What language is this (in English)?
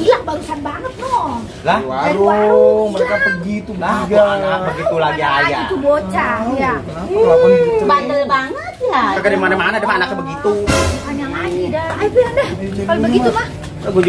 Betawi